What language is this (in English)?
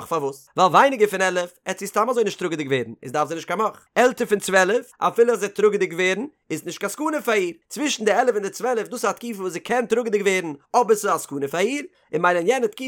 Yiddish